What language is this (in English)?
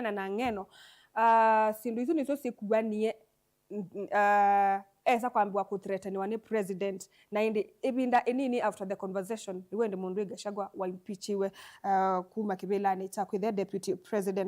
Kamba